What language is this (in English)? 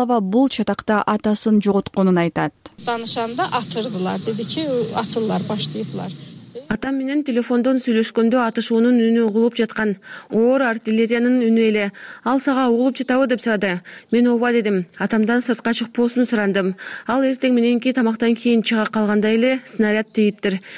Kyrgyz